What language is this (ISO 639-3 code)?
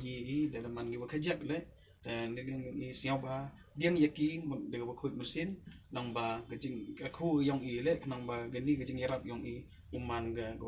pbv